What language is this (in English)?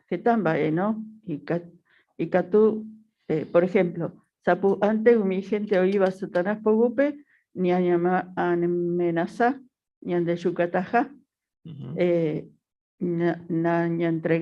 Guarani